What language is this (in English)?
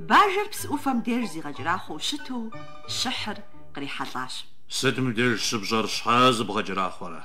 Kabardian